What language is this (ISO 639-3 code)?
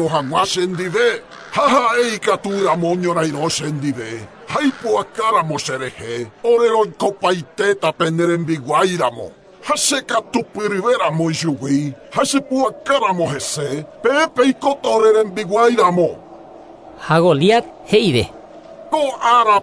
grn